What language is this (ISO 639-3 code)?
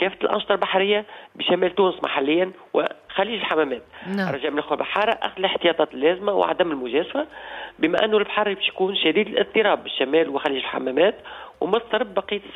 aeb